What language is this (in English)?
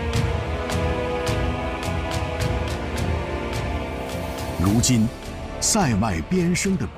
Chinese